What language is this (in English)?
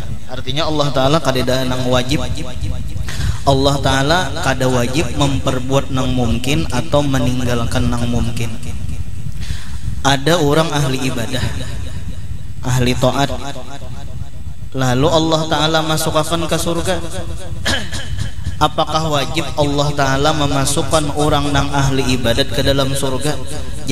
Banjar